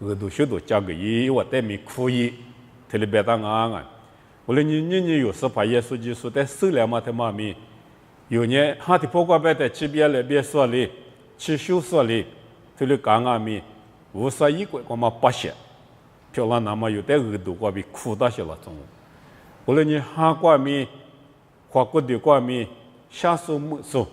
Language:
Lisu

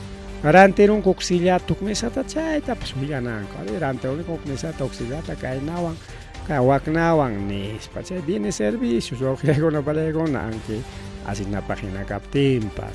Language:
Ayacucho Quechua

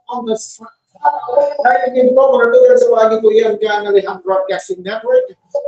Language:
Bikol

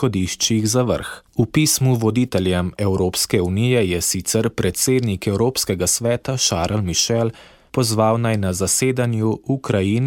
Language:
Slovenian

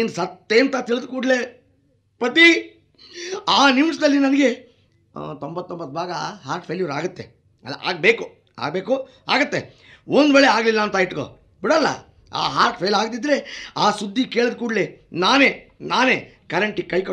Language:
Kannada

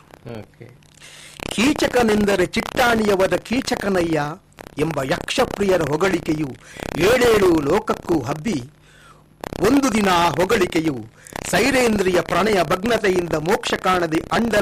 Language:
Kannada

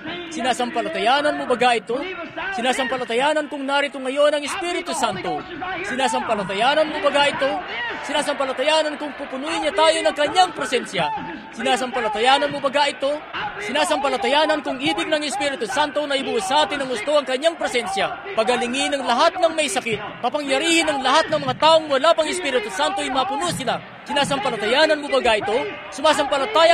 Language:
Filipino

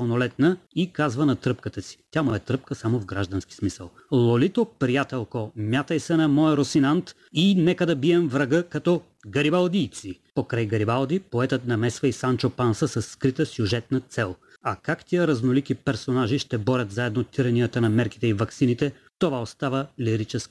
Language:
Bulgarian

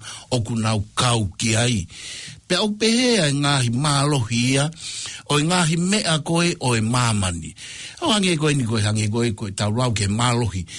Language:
Tongan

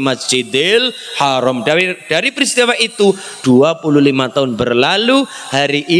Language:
Indonesian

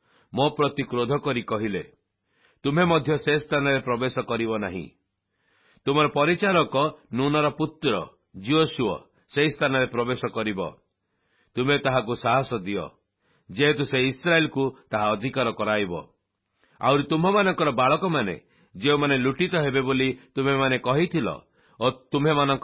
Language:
Odia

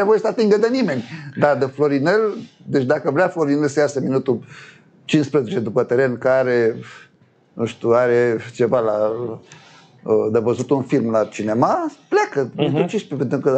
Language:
Romanian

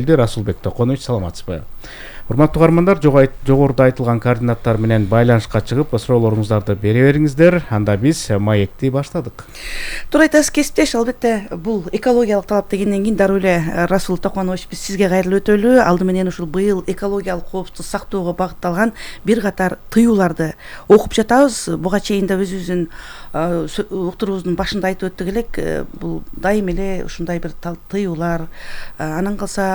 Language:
Kyrgyz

